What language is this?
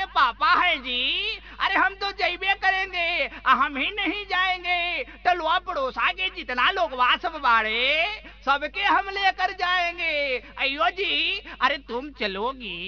Bhojpuri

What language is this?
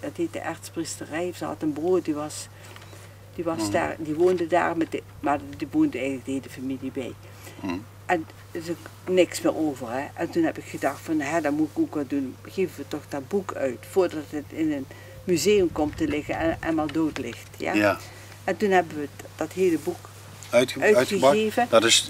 Limburgish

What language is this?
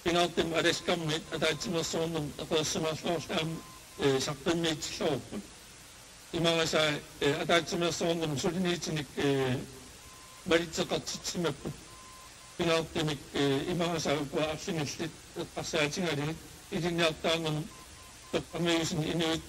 Kalaallisut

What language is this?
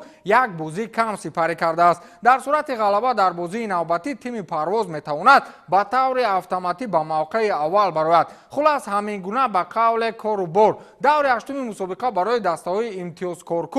Tajik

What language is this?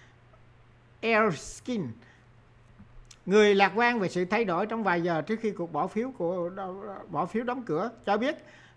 Vietnamese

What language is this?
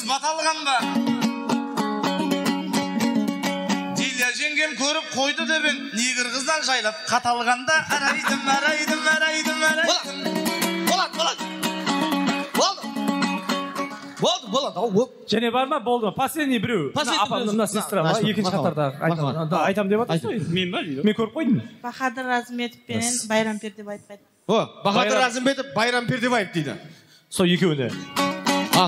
Kazakh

